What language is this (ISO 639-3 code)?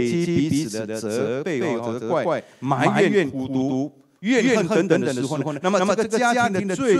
zho